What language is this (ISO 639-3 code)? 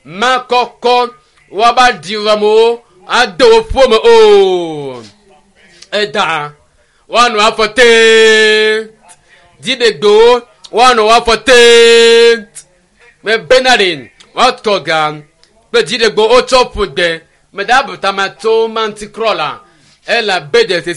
ewe